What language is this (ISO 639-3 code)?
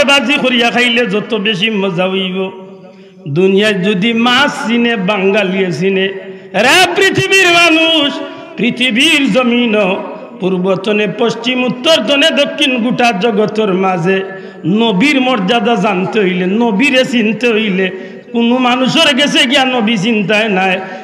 syl